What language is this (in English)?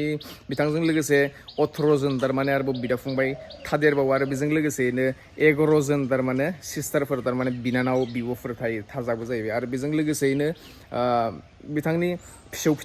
Bodo